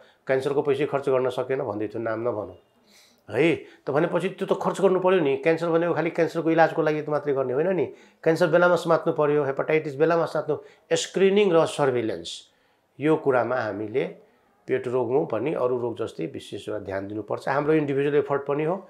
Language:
Nepali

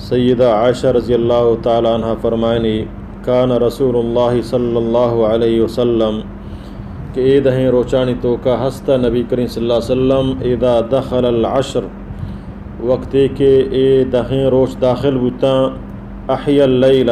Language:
Baluchi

